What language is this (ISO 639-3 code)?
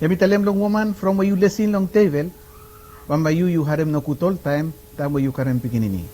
bis